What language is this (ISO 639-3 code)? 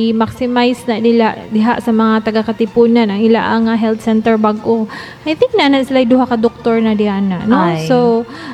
ceb